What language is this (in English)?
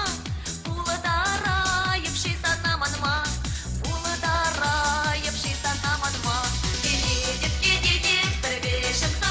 Chuvash